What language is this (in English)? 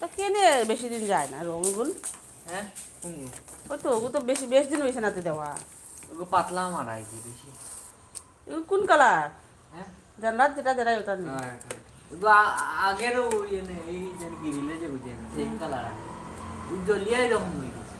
Manipuri